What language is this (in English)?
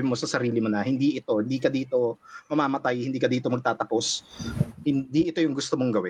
Filipino